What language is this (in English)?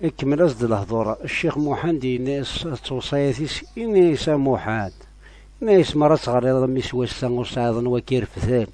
Kabyle